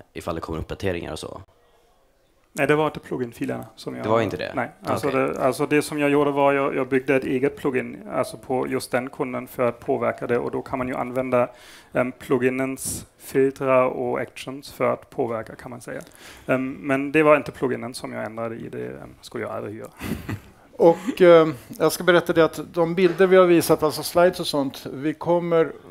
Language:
Swedish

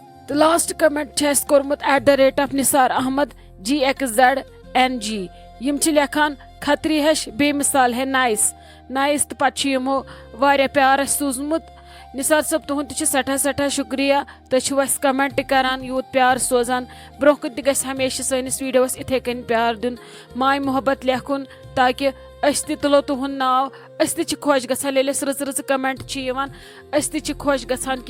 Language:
Kashmiri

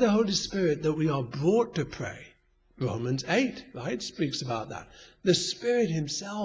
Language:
English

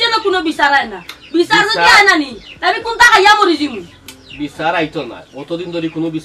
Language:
Sylheti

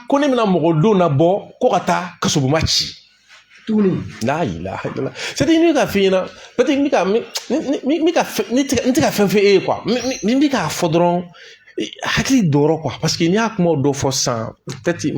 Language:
Bambara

